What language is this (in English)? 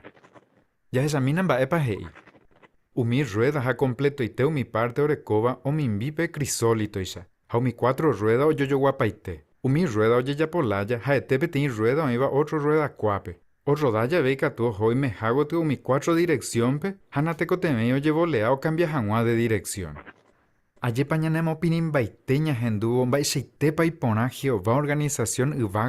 Guarani